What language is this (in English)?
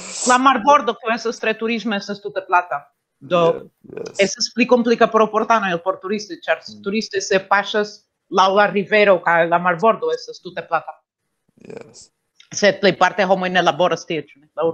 Esperanto